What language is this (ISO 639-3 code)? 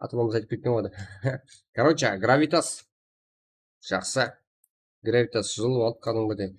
kaa